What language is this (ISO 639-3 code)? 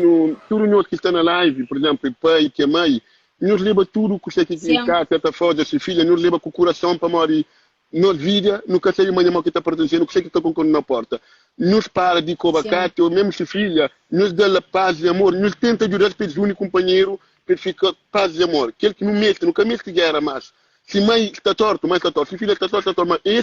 kea